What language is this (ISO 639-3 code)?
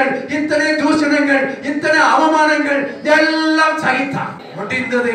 tam